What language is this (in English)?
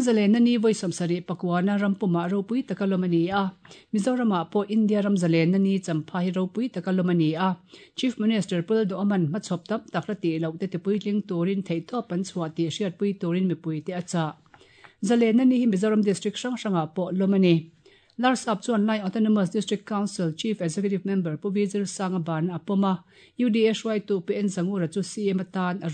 Mizo